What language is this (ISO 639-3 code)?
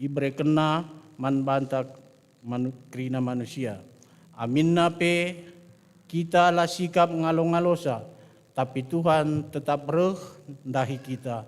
btx